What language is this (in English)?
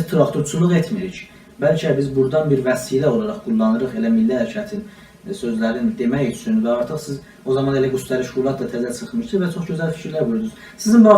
South Azerbaijani